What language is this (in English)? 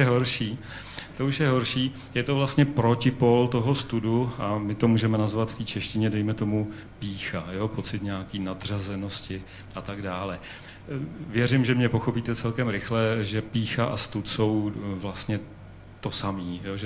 Czech